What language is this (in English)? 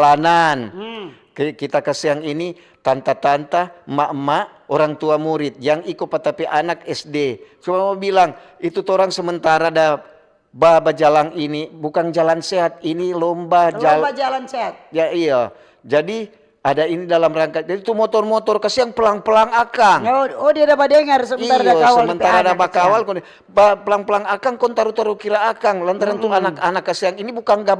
Manado Malay